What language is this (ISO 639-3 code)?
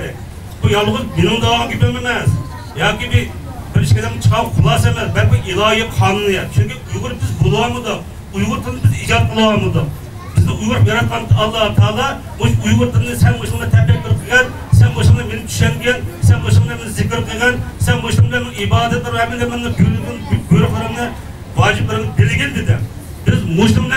uig